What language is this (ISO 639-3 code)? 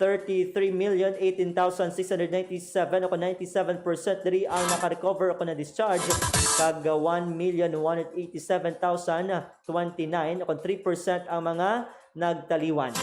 hil